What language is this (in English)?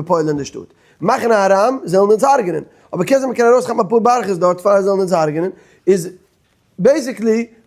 Yiddish